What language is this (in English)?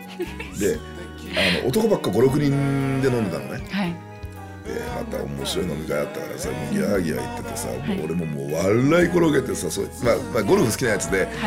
Japanese